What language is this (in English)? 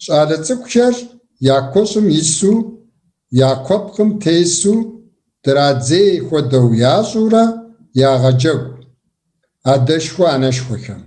Kabardian